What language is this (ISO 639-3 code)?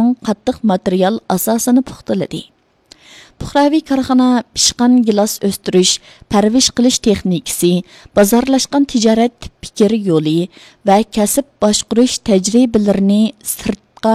uig